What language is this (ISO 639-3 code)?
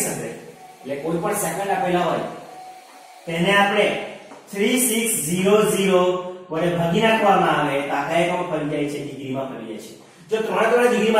guj